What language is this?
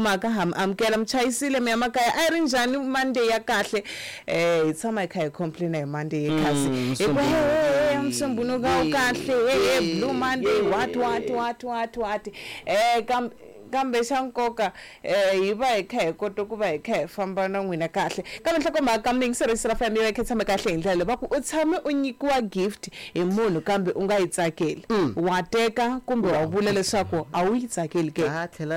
Tsonga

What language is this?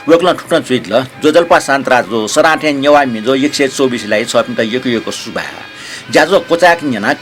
Newari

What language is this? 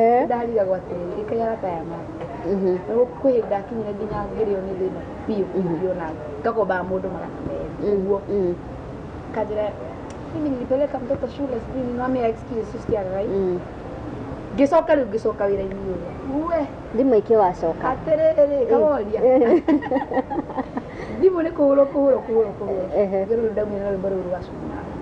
Kikuyu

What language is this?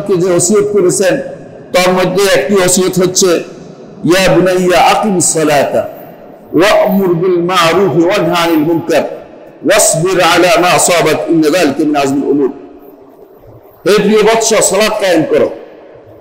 Bangla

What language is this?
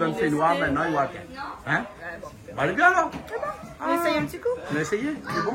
Réunion Creole French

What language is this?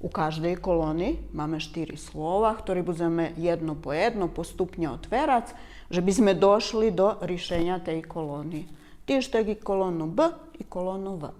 Rusyn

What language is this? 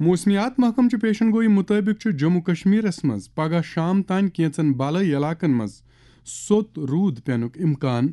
Kashmiri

